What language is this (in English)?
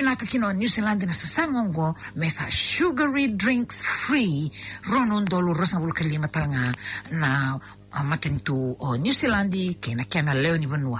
Fijian